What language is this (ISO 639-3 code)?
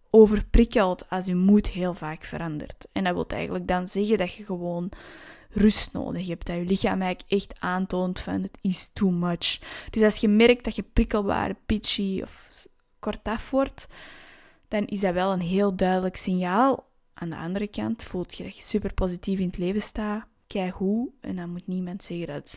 nld